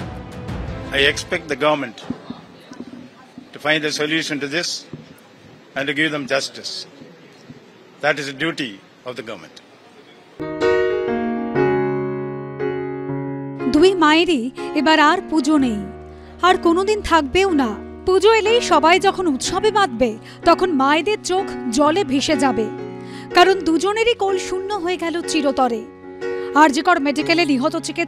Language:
Bangla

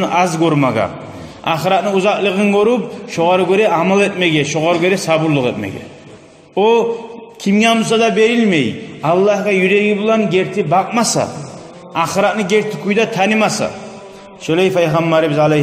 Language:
Kumyk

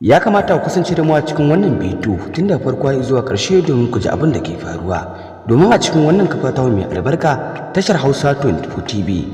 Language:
Hausa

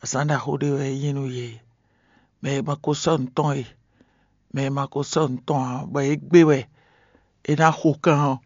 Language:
Fon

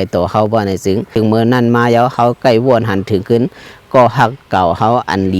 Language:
Shan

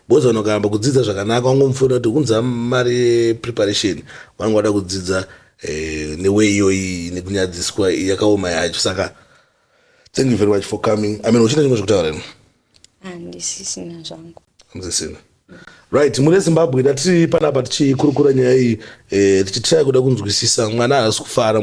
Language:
Shona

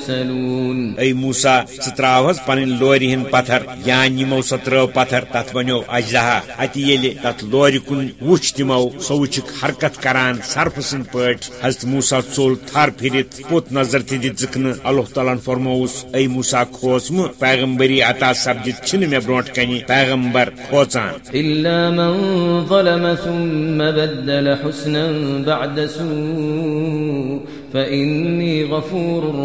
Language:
Kashmiri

